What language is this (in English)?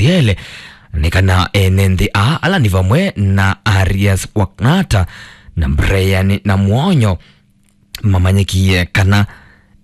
Kamba